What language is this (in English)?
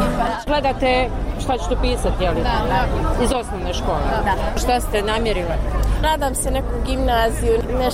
Bosnian